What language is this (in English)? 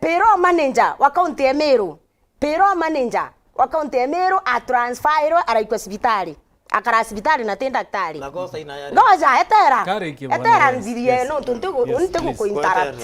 Meru